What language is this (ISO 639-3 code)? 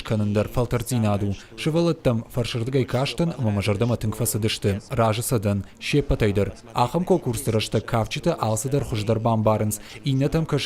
oss